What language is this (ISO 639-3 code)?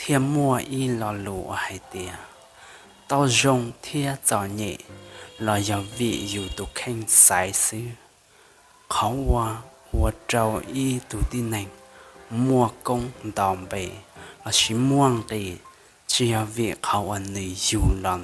hmn